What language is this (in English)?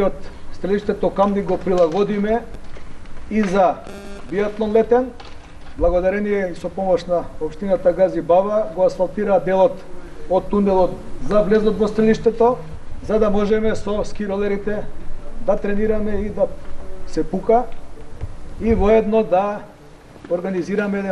Macedonian